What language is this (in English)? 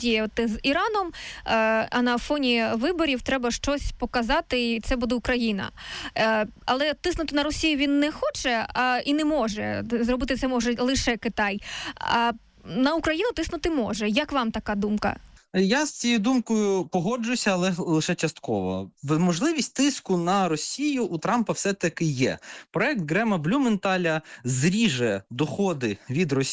Ukrainian